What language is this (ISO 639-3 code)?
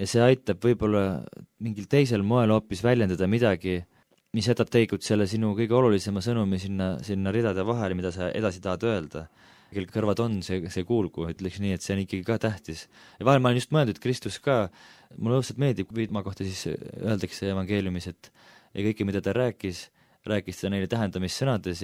est